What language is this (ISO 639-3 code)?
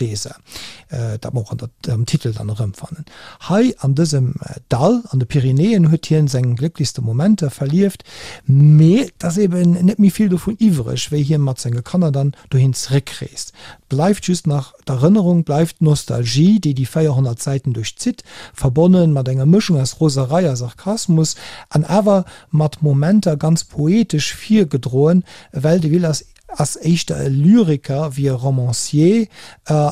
ltz